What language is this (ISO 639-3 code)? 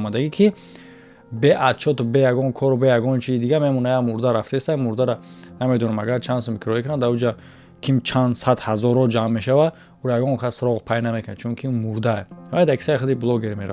tgk